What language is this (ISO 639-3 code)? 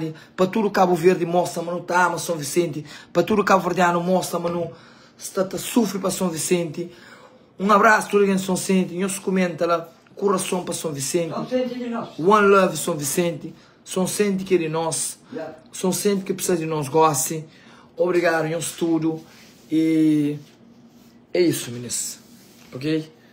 kea